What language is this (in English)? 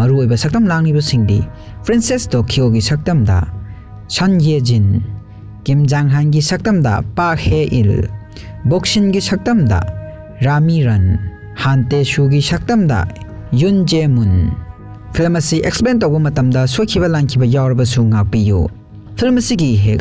Manipuri